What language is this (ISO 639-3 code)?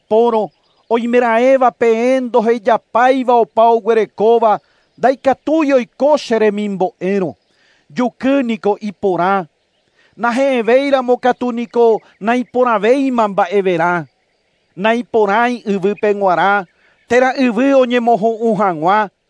grn